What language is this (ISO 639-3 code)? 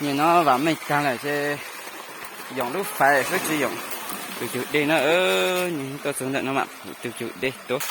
hmn